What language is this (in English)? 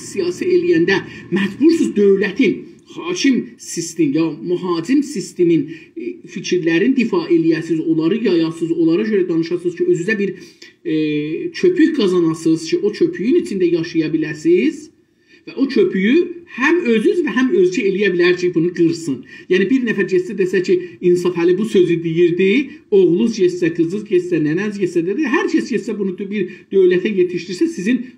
South Azerbaijani